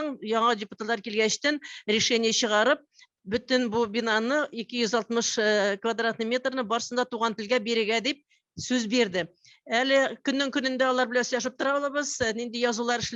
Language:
Tatar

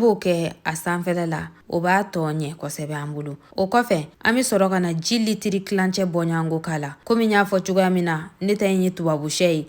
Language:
Bambara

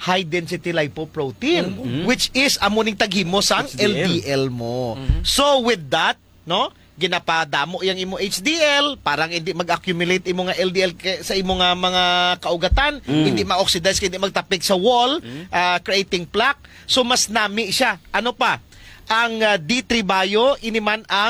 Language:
Hiligaynon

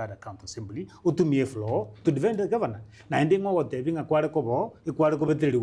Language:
Gusii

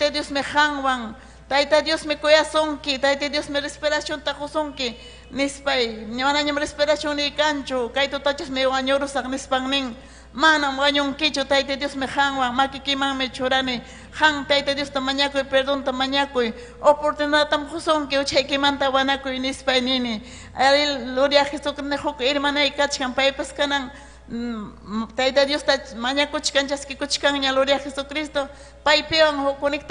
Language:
Ayacucho Quechua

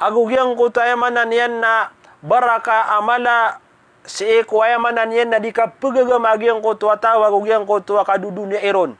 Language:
Maranao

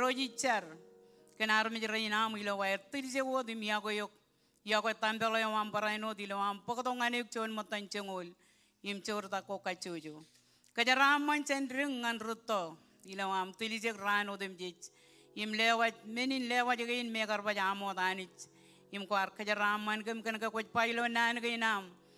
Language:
Marshallese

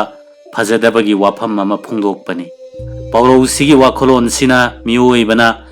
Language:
Manipuri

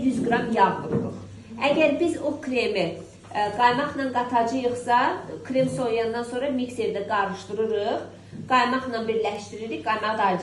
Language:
Azerbaijani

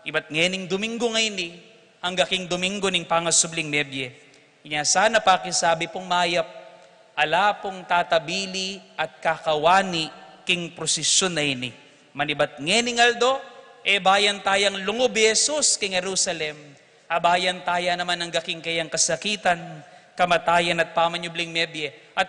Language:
Pampanga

